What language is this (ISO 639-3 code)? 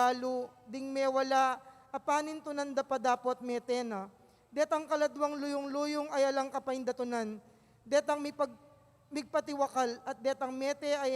pam